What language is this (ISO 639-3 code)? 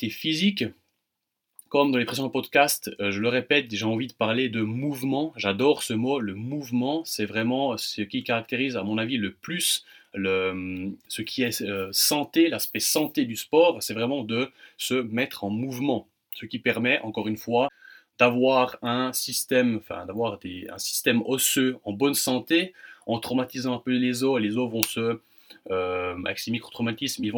fra